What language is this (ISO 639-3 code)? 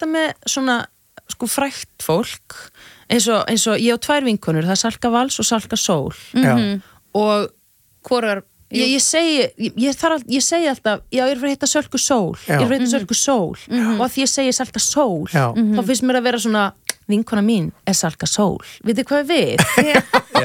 isl